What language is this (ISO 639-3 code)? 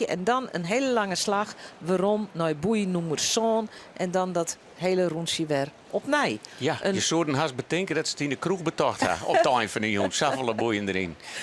fry